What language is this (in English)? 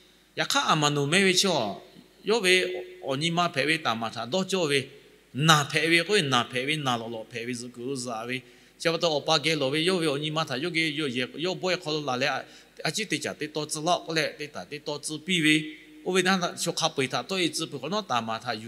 Lahu